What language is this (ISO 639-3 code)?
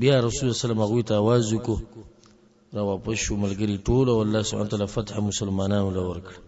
pus